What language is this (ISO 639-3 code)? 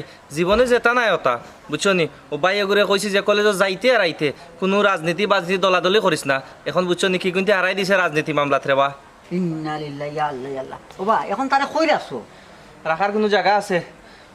syl